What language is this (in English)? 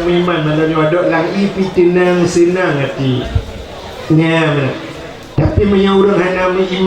Achinese